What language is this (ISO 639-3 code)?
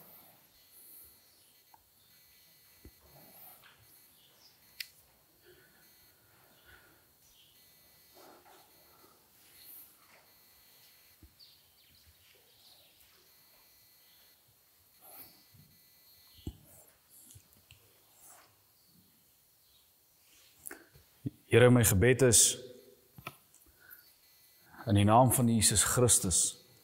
afr